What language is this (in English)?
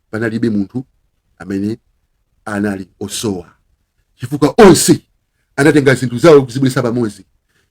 Nyanja